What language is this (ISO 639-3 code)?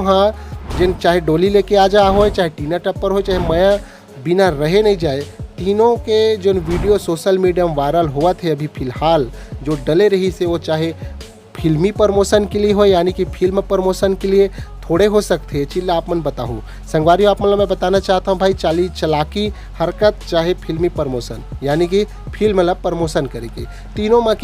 hne